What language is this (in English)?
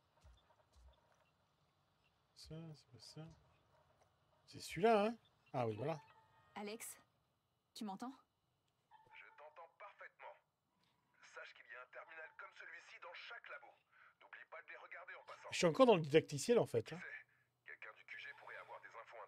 French